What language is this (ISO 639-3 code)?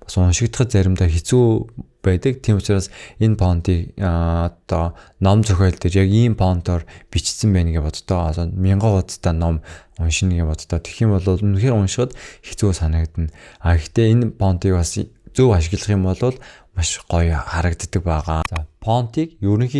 mon